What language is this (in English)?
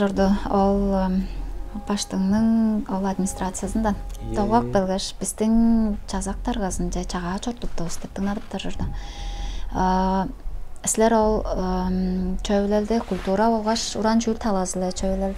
Tuvinian